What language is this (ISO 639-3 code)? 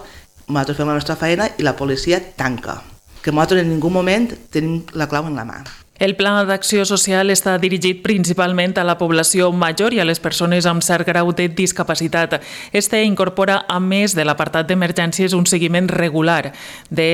cat